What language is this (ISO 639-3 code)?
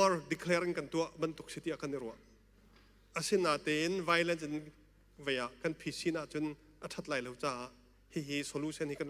cnh